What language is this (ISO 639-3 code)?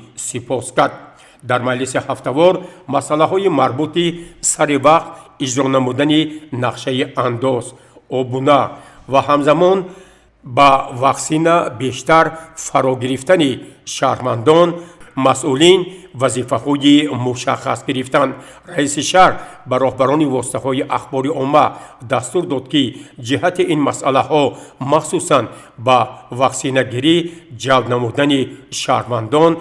tgk